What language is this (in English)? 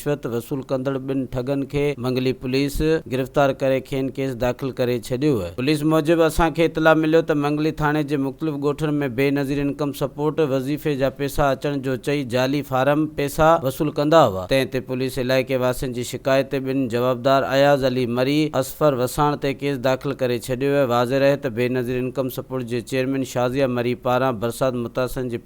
Sindhi